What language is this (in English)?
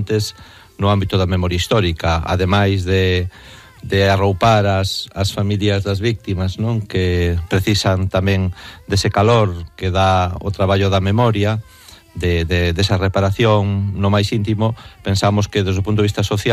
Galician